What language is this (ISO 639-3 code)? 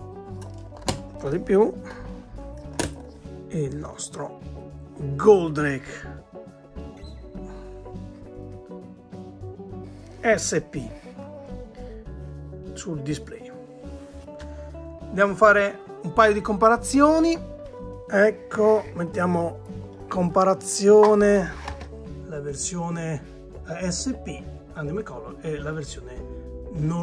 ita